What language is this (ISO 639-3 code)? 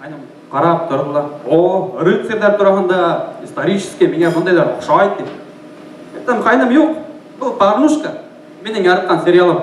bak